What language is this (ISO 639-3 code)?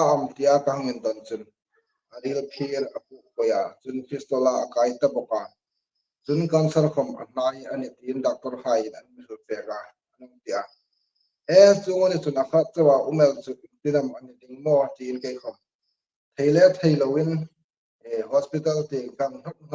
hmr